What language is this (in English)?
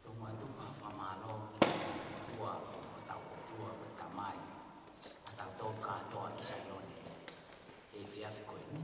Tongan